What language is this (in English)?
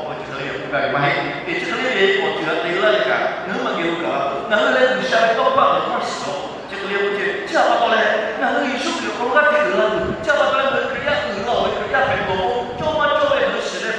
Lahu